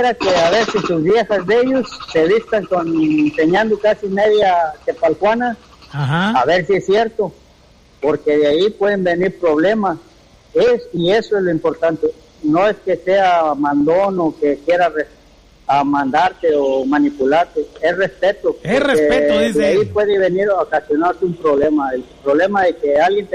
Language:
Spanish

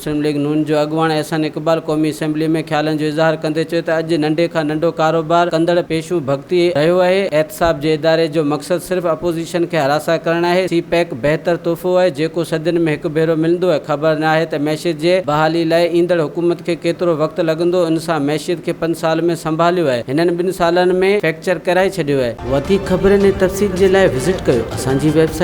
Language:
Sindhi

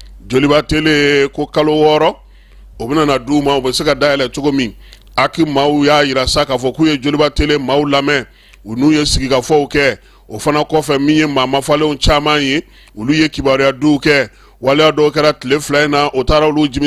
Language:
Bambara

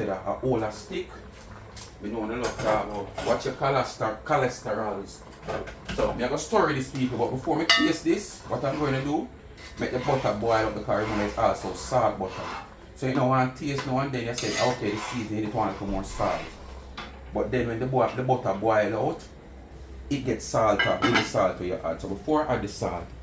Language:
Jamaican Creole English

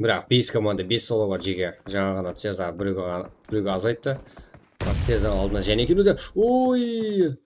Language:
Kara-Kalpak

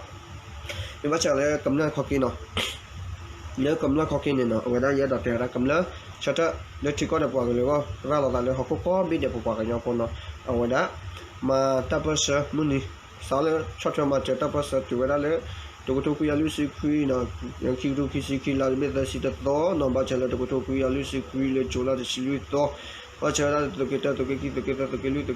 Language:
S'gaw Karen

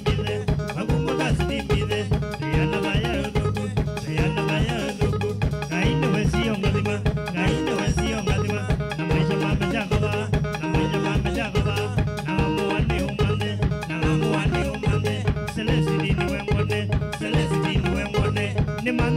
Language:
Kamba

